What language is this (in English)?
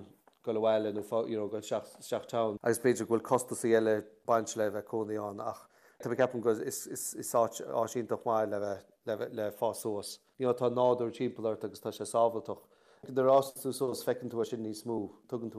Irish